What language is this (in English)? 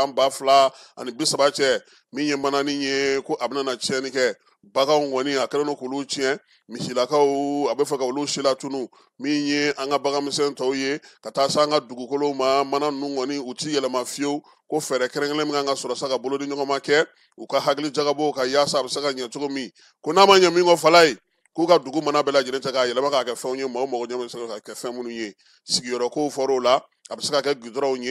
Bambara